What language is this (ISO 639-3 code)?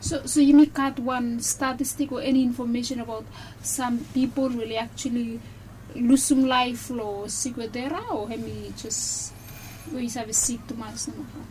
bis